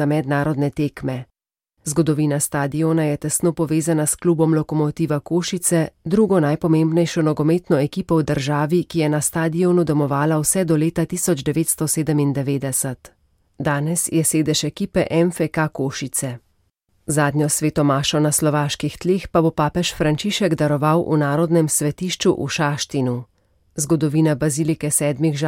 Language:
Slovenian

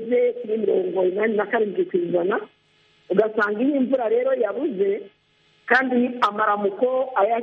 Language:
Kinyarwanda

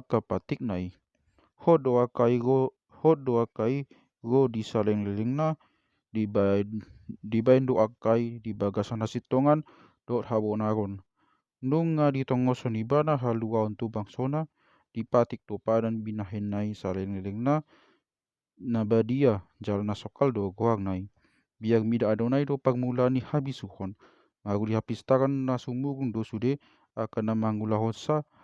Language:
Batak Toba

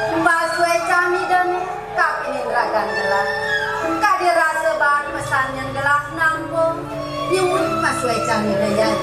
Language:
Balinese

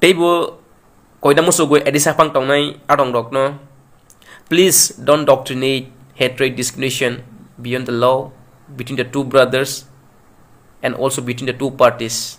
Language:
Kok Borok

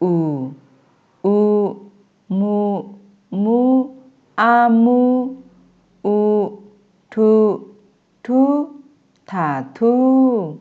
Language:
Akha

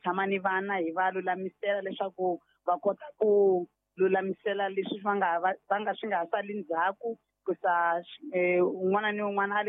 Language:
Tsonga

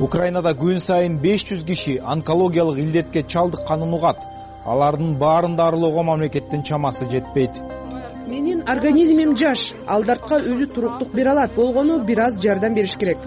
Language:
Kyrgyz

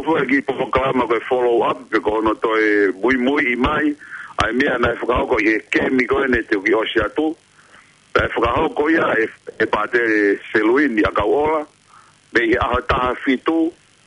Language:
Tongan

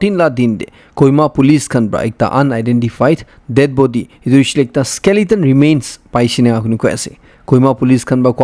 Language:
Naga Pidgin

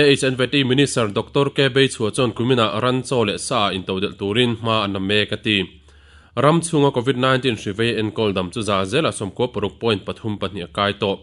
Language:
Mizo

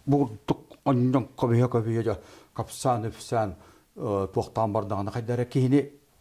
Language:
Yakut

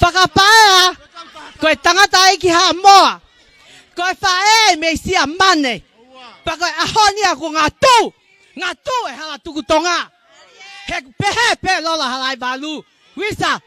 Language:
Tongan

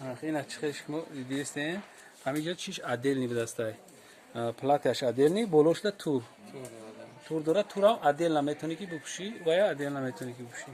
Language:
Tajik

